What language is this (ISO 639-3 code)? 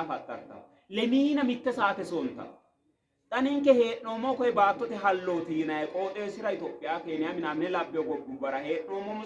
sid